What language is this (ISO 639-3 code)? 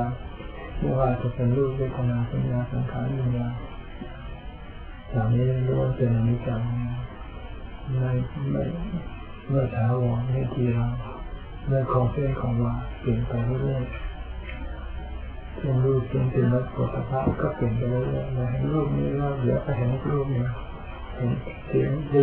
tha